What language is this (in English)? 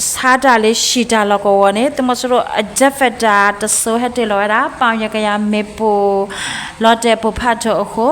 S'gaw Karen